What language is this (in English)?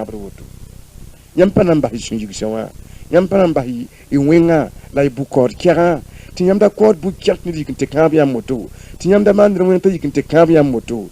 Mossi